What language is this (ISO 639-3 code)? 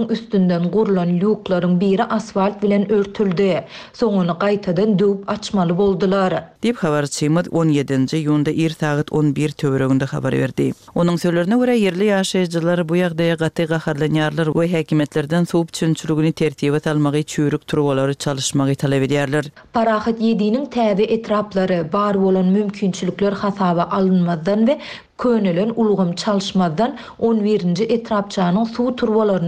tuk